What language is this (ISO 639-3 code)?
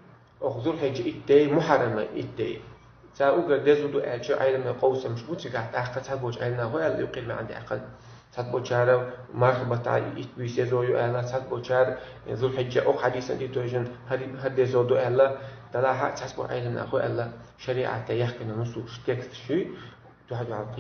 che